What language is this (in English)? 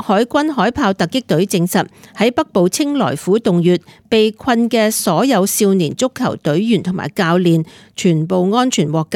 Cantonese